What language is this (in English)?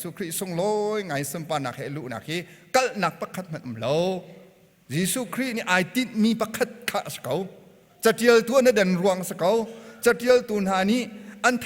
Hakha Chin